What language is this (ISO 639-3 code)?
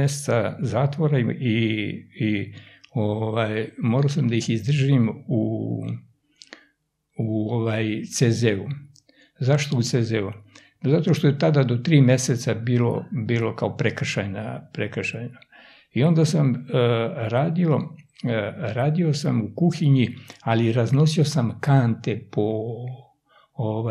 srp